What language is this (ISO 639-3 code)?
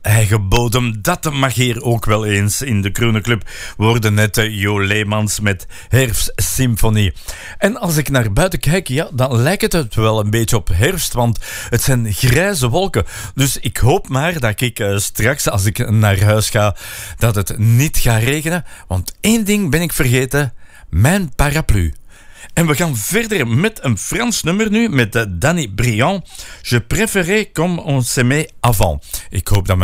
nld